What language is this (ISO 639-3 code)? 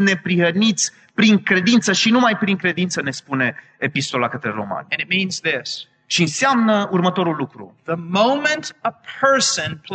ron